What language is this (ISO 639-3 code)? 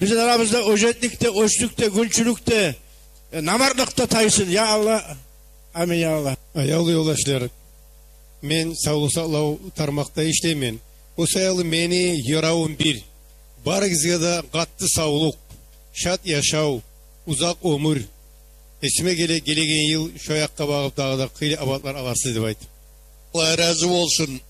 kum